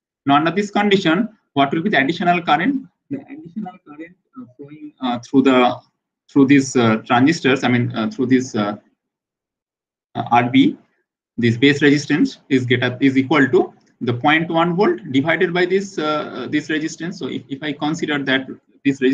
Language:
English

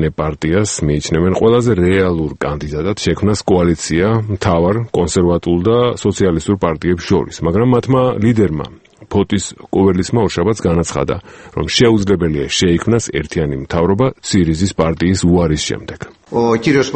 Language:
Georgian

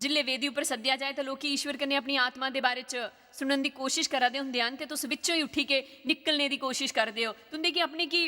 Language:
Dogri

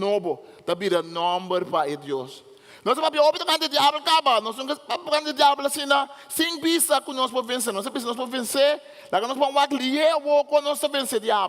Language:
Papiamento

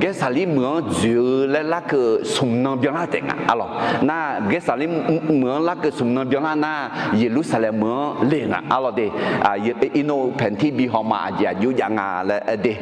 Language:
Akha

